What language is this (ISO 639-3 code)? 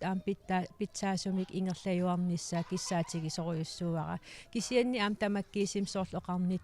kal